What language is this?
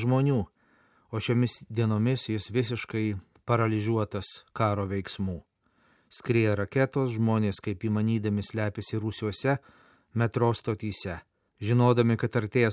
Lithuanian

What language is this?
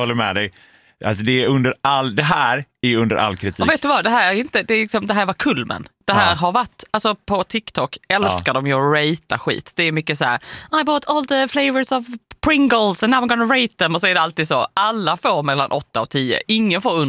Swedish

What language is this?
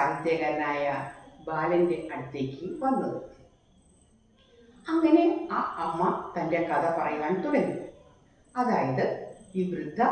Malayalam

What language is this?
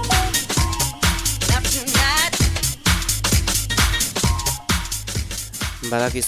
Basque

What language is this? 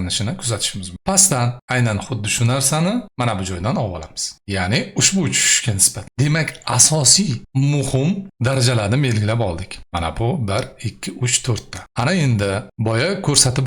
Uzbek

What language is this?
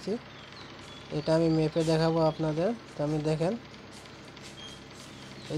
Bangla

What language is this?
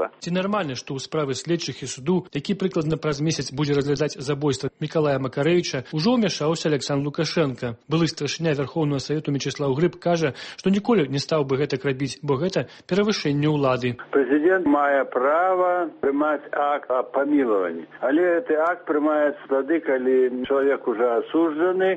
Belarusian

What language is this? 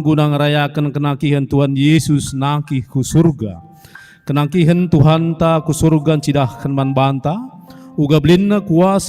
Batak Karo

